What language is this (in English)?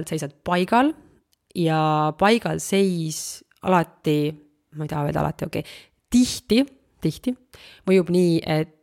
Estonian